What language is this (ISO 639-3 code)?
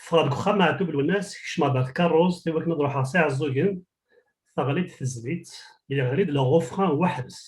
kab